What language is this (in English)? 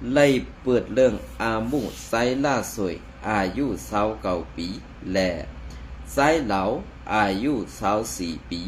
Shan